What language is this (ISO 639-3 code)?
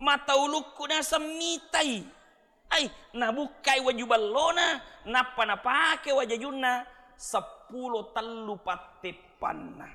bug